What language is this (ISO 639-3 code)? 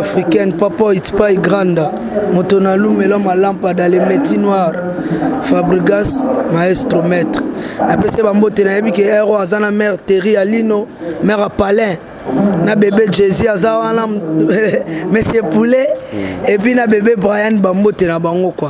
lin